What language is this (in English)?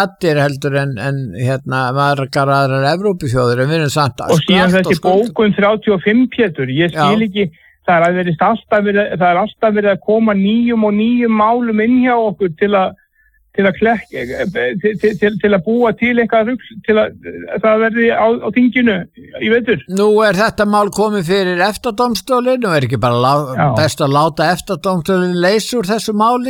Icelandic